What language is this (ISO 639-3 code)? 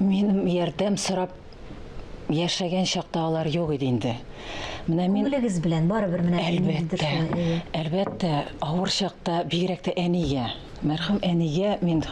tat